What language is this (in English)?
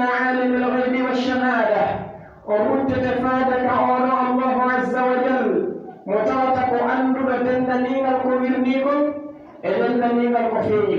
Pular